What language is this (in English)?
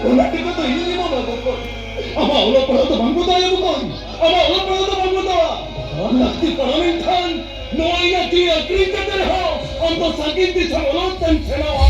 Santali